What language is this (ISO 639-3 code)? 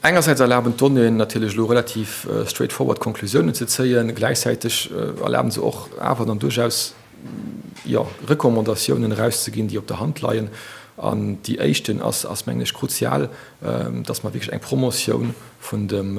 ltz